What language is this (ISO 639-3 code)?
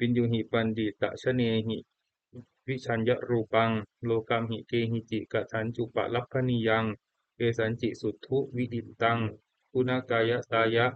pli